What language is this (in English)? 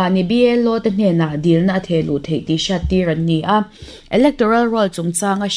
Mizo